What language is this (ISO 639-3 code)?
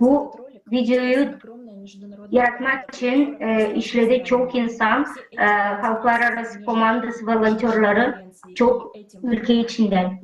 gag